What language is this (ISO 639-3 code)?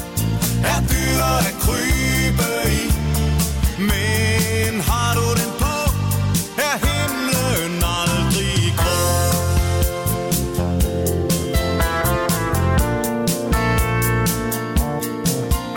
dan